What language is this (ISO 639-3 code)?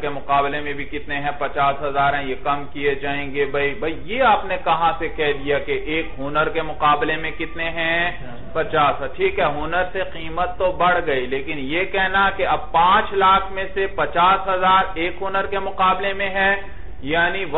urd